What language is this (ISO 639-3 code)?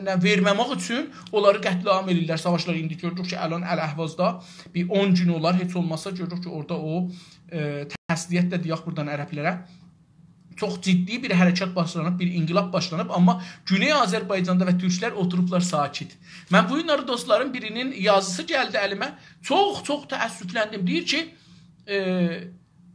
azb